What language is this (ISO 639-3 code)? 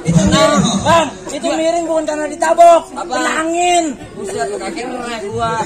bew